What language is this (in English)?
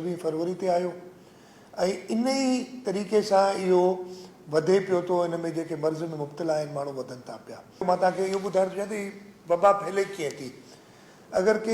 Sindhi